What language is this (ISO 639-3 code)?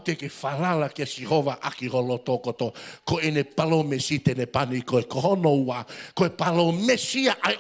ton